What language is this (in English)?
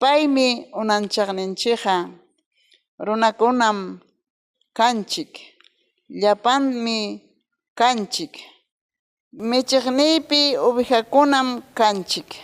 Ayacucho Quechua